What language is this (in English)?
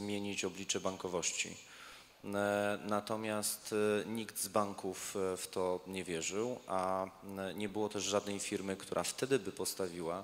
Polish